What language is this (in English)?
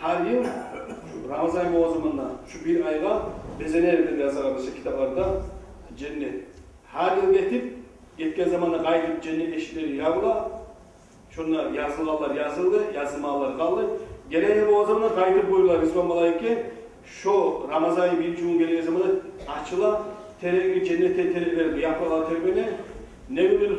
Kumyk